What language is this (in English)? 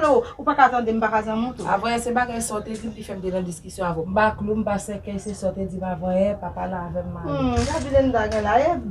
Haitian Creole